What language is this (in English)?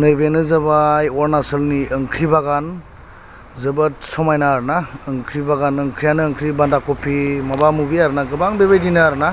Bodo